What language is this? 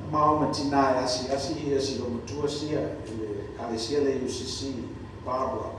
Samoan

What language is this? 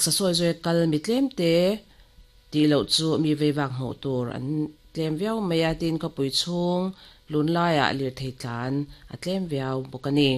Mizo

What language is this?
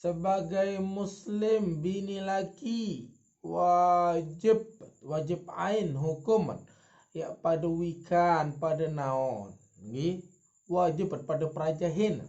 Sasak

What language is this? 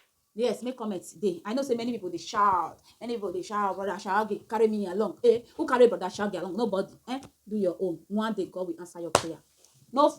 Nigerian Pidgin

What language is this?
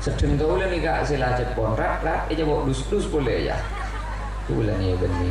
Madurese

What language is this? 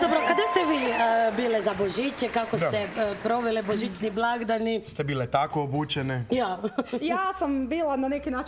Croatian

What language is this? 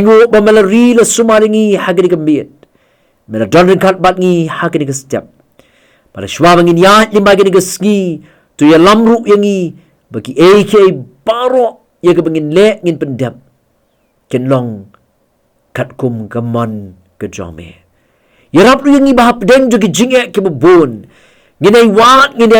Khasi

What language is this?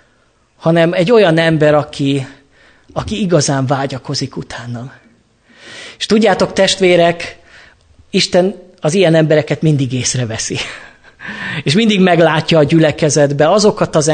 Hungarian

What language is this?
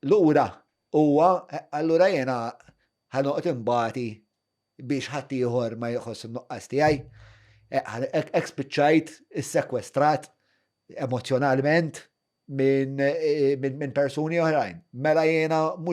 Maltese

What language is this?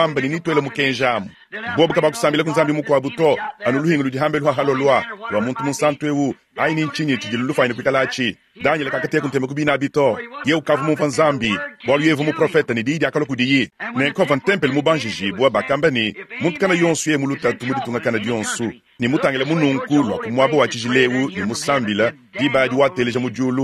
Luba-Lulua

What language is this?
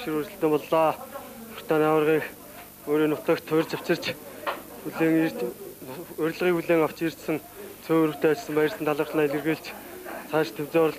Mongolian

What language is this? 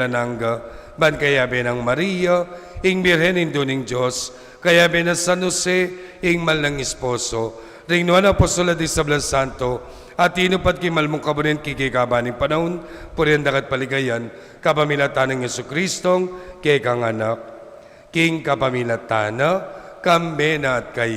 Pampanga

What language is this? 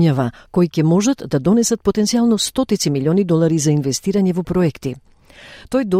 Macedonian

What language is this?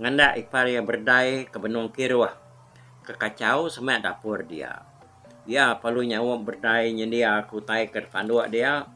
Iban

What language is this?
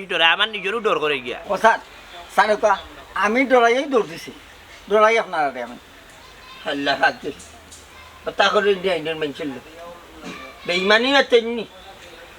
Sylheti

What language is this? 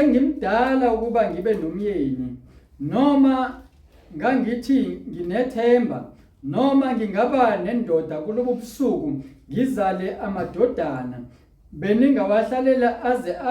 Zulu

